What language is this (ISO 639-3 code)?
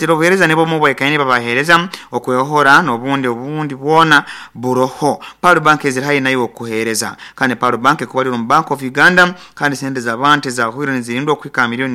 nyo